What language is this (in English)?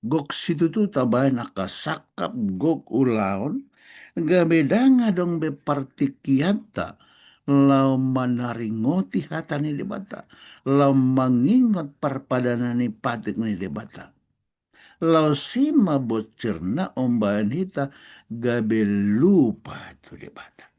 Batak Toba